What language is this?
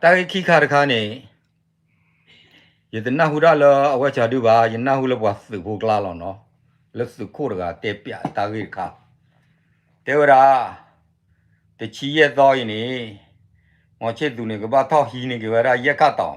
S'gaw Karen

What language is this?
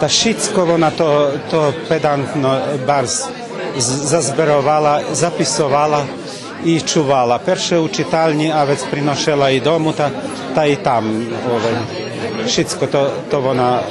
Rusyn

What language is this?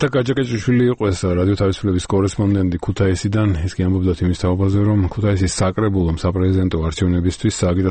Georgian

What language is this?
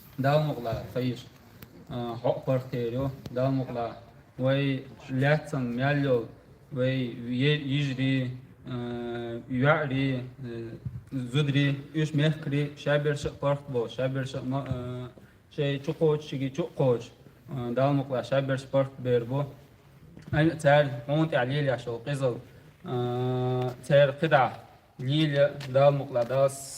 Chechen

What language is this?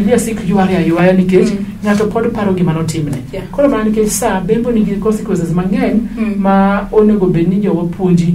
Luo (Kenya and Tanzania)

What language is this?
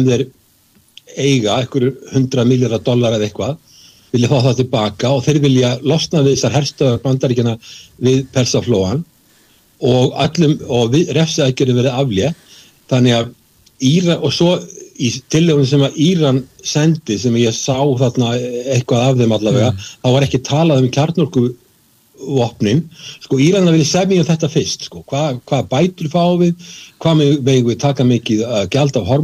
Icelandic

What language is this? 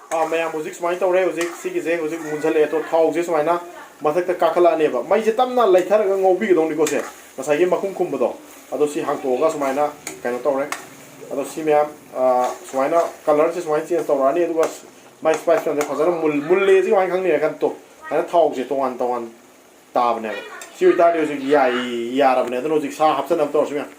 Manipuri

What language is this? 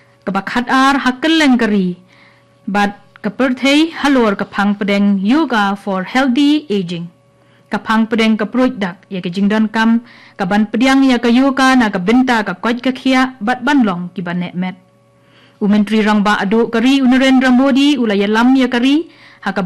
Khasi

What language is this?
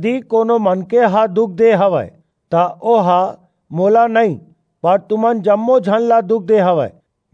Chhattisgarhi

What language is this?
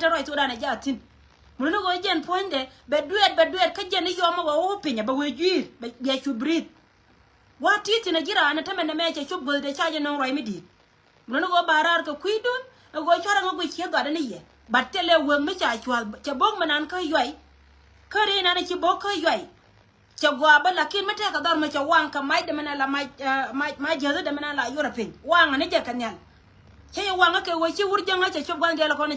Nuer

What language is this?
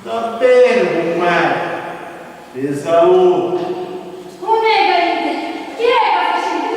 Sicilian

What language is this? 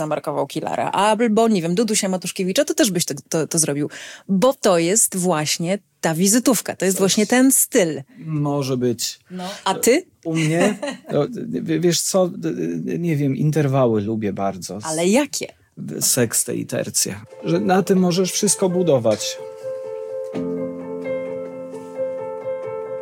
Polish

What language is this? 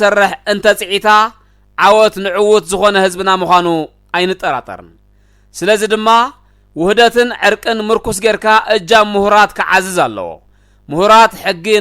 Tigrinya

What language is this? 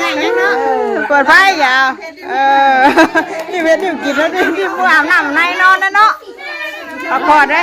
Northeastern Thai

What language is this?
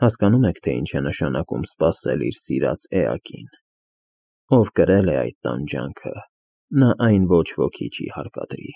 Armenian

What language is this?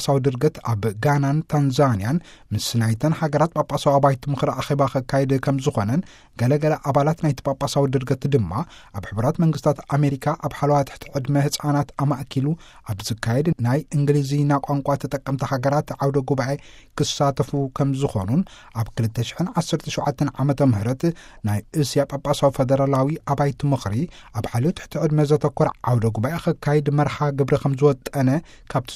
Tigrinya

